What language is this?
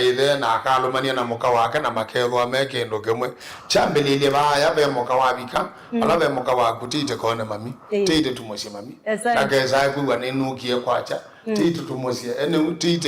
Kamba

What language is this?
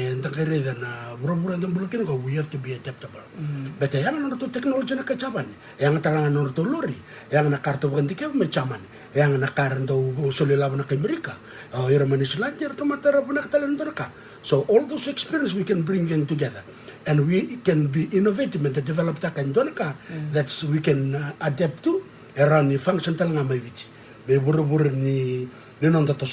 Fijian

